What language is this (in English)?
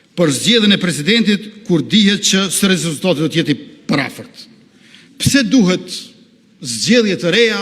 Albanian